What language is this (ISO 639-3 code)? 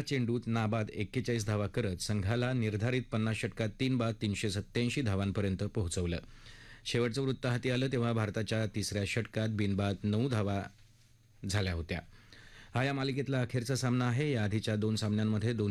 mar